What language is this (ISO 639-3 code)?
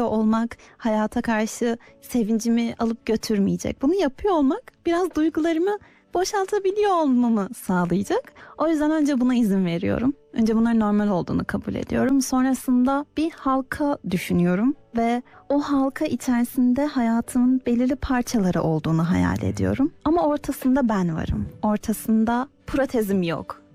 tur